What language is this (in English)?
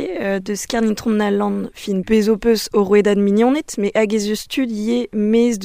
Breton